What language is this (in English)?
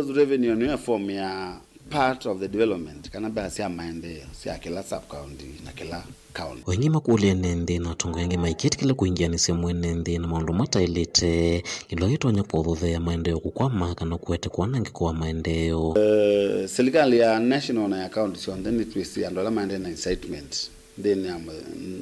Kamba